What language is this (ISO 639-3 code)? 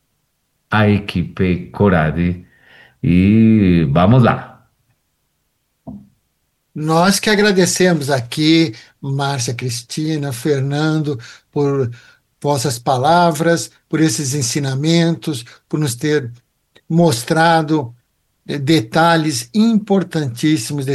por